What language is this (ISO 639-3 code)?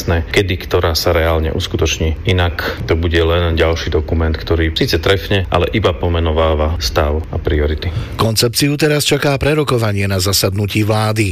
slk